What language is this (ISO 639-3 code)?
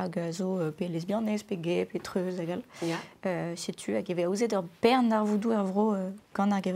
bre